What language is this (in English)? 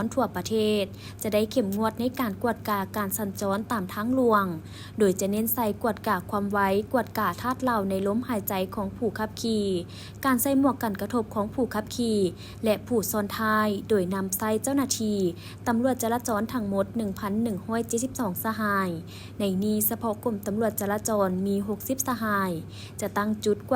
Lao